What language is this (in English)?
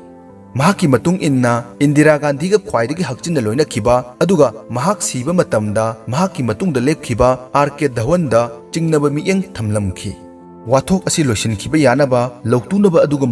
Manipuri